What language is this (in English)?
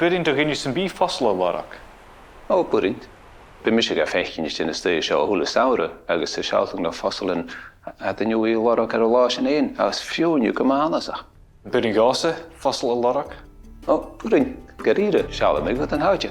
Scottish Gaelic